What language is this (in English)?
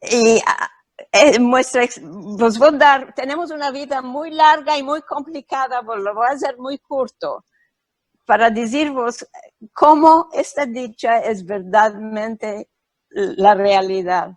Ladino